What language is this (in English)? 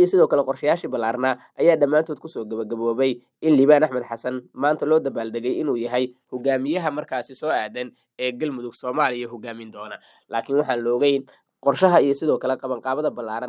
Somali